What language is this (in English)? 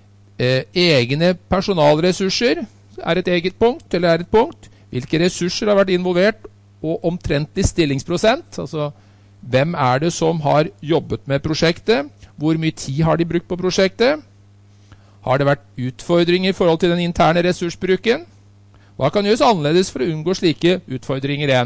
Norwegian